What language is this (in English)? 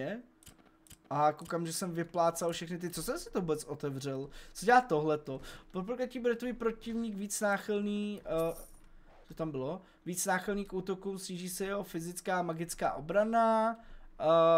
Czech